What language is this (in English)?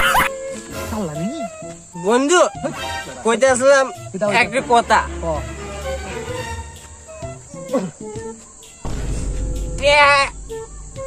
Bangla